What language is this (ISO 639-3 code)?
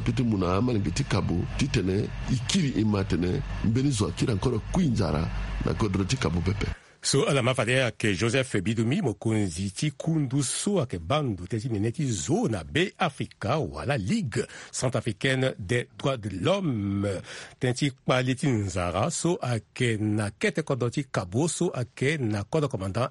sag